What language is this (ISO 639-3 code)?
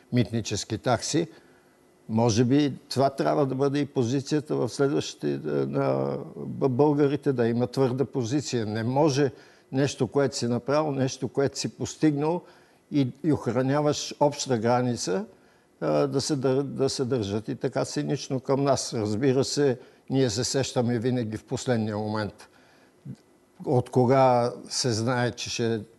bul